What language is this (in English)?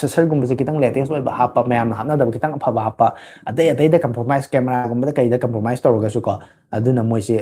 Manipuri